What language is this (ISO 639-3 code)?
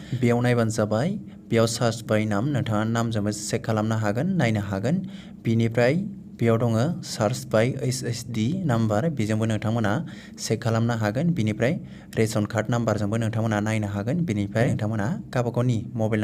brx